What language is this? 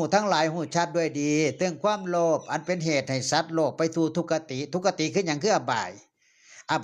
Northeastern Thai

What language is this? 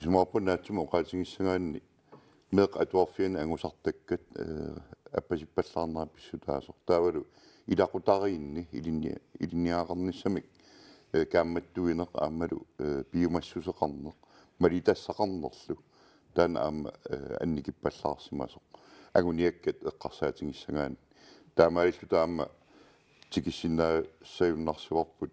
Kalaallisut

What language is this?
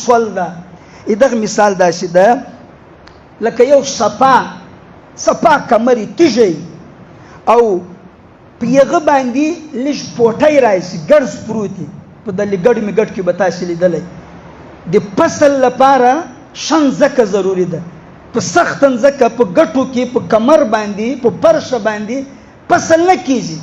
Pashto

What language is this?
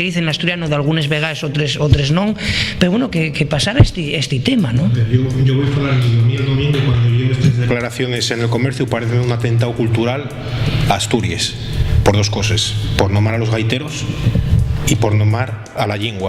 Asturian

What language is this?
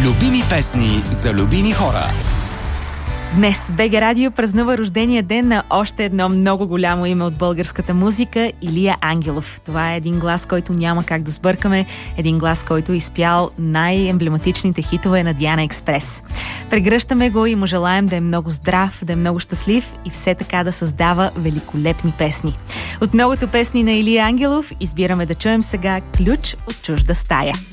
Bulgarian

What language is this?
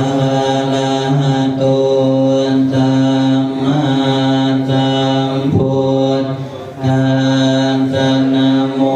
Pali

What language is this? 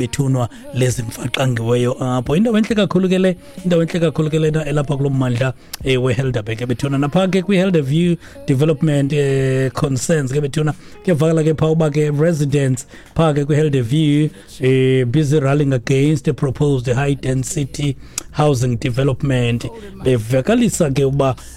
Xhosa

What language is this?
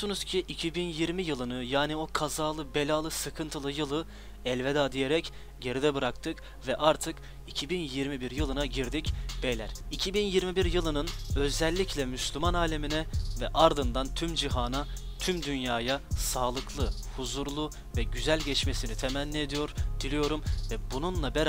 Turkish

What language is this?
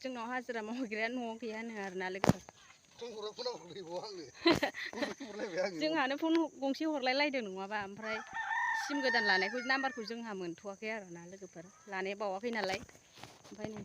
Bodo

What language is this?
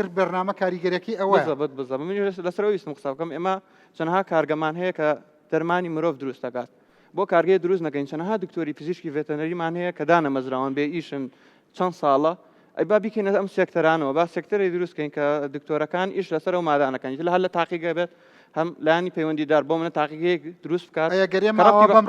Central Kurdish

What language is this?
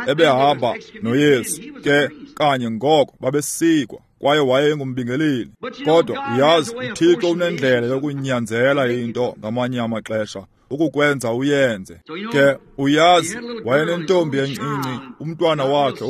Xhosa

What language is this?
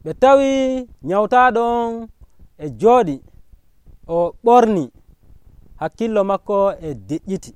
Nigerian Fulfulde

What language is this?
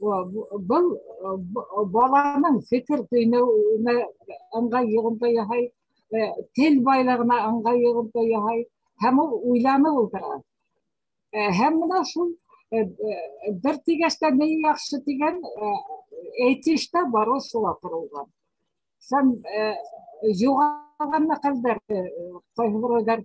Bashkir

